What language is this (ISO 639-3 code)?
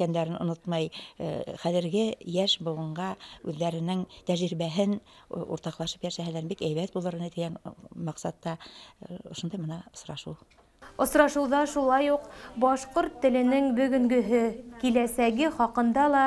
bak